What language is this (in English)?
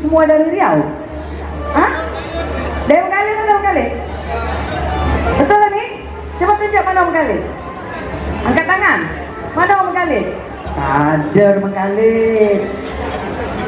Indonesian